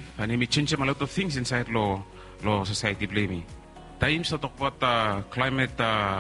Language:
Bislama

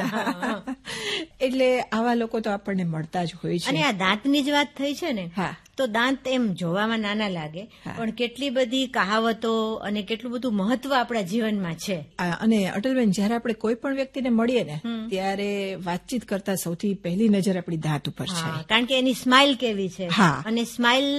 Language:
Gujarati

